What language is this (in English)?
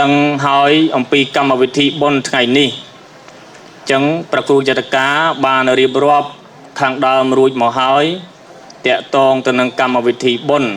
Khmer